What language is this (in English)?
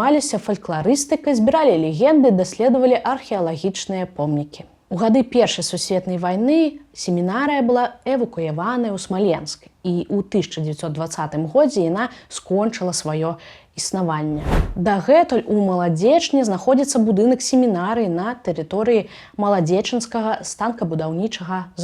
Belarusian